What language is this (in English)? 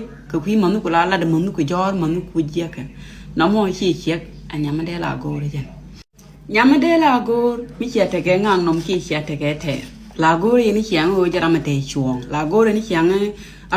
Nuer